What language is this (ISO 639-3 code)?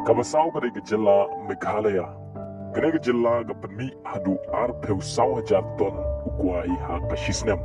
kha